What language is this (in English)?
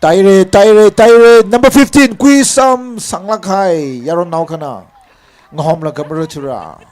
Tangkhul Naga (India)